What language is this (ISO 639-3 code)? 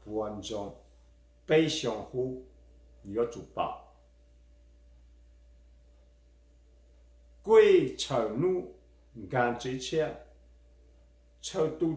zho